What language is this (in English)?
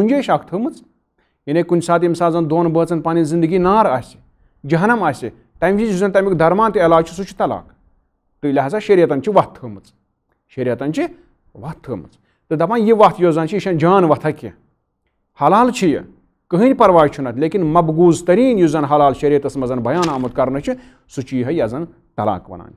Kashmiri